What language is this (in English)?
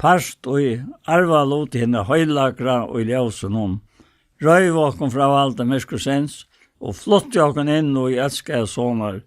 Faroese